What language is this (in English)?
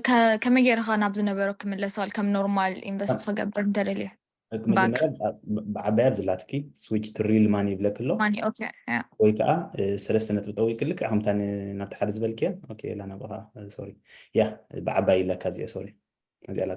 Tigrinya